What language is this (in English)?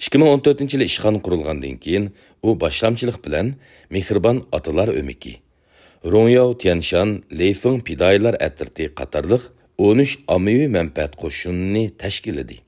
Uyghur